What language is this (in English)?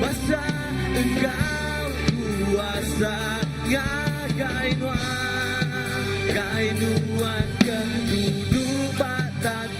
Iban